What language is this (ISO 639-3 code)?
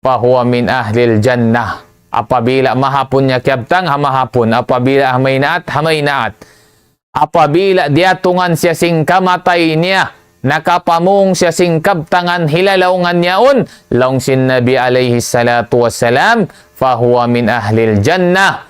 tsg